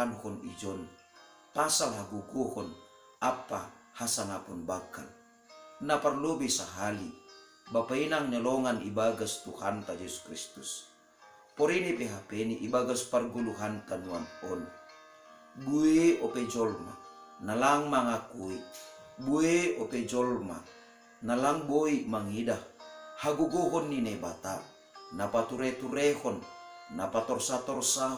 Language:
Batak Simalungun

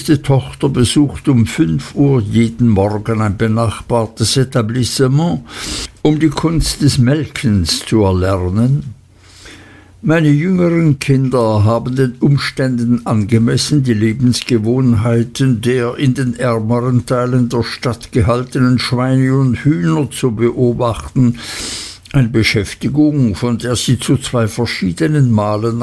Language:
German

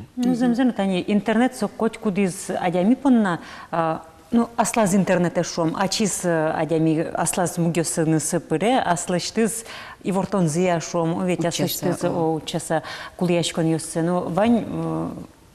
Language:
Udmurt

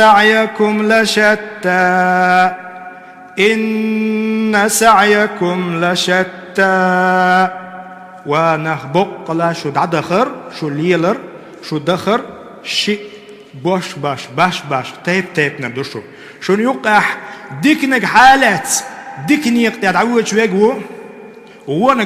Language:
Chechen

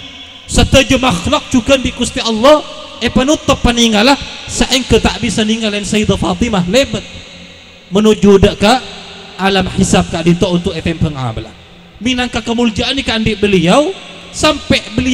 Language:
Madurese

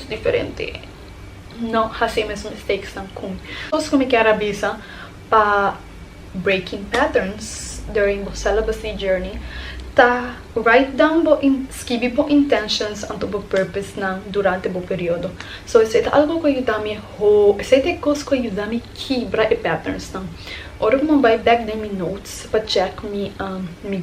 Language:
Papiamento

